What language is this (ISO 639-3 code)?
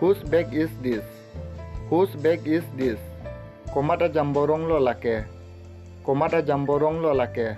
mjw